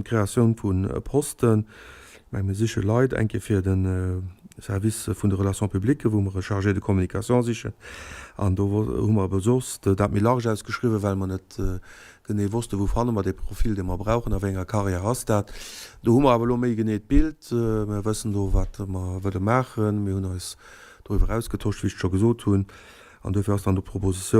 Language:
Luxembourgish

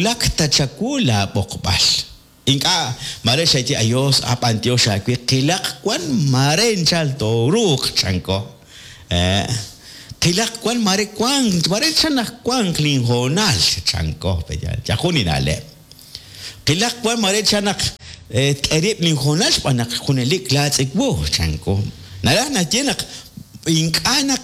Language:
Kekchí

